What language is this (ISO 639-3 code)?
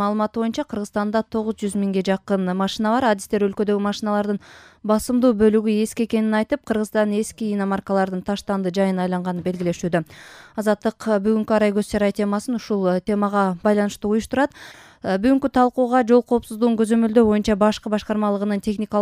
kir